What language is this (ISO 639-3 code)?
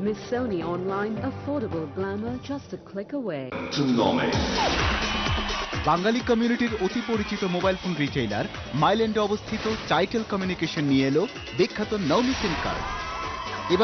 ben